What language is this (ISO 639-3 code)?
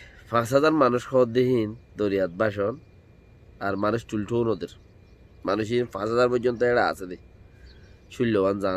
rhg